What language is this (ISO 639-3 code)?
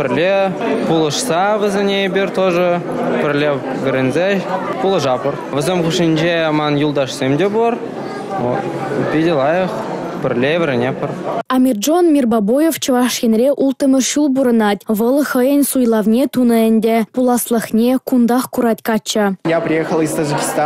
chv